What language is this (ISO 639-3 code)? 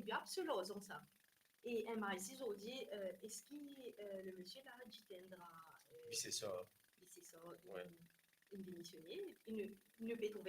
mfe